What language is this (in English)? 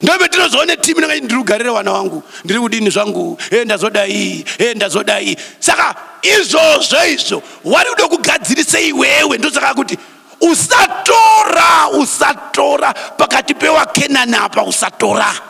Shona